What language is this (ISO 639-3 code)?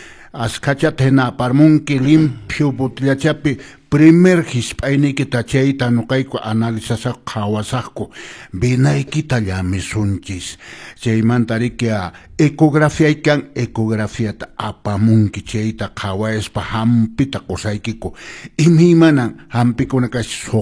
que